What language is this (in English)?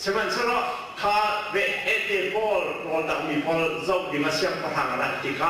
Hakha Chin